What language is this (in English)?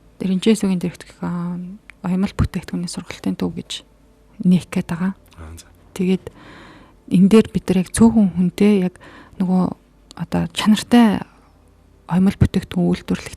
Mongolian